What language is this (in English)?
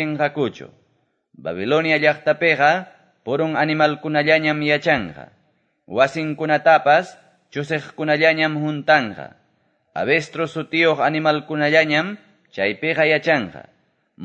Quechua